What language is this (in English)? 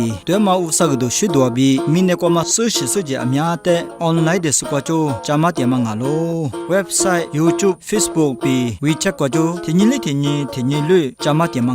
Lisu